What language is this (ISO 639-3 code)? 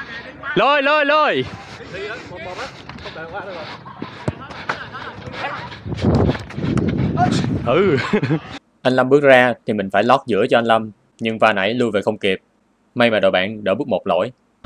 vie